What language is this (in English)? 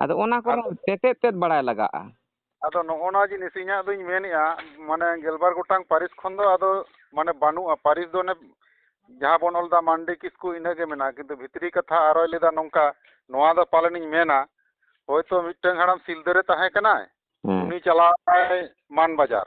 Santali